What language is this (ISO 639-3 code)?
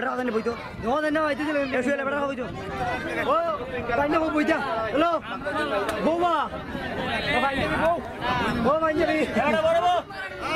syl